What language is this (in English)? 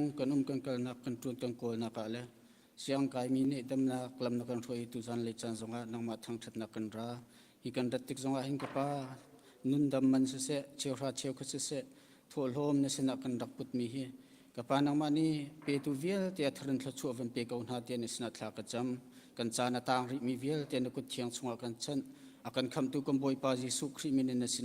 Hakha Chin